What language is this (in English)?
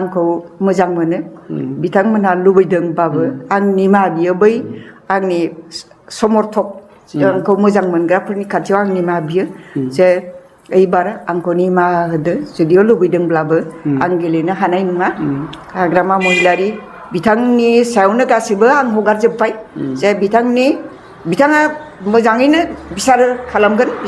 Bodo